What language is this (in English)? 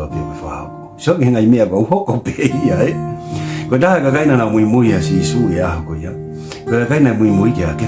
Tongan